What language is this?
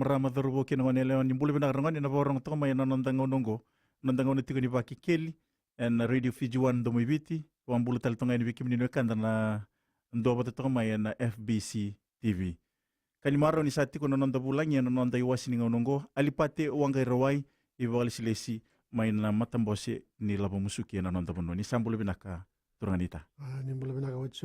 Fijian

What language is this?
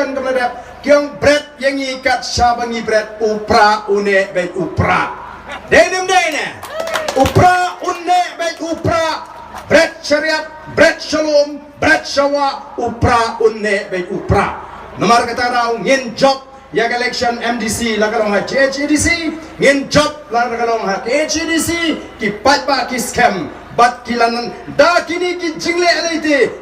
Khasi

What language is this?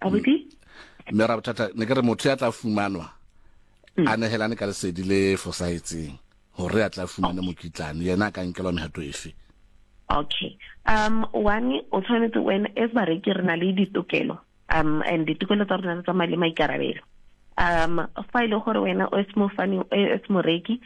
Southern Sotho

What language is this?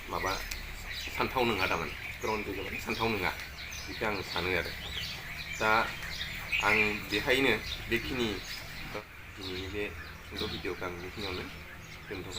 Bodo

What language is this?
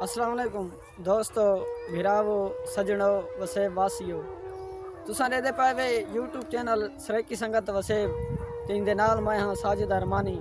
Saraiki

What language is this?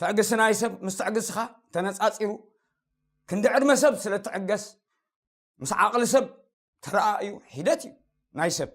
Tigrinya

